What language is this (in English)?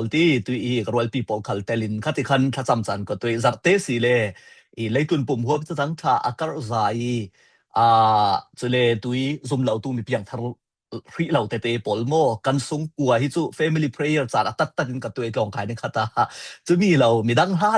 Falam Chin